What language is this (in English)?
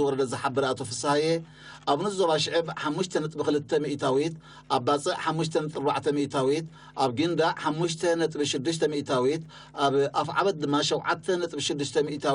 Tigrinya